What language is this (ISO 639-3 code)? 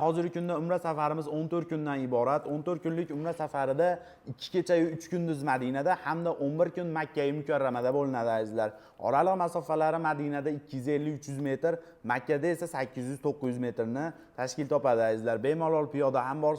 uzb